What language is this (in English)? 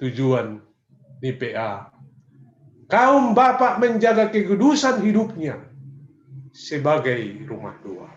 Batak Simalungun